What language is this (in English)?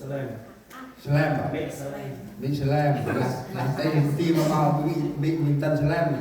Central Mnong